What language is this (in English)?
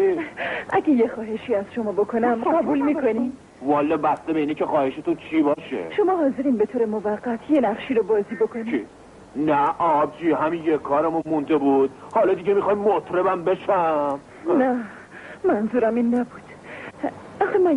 Persian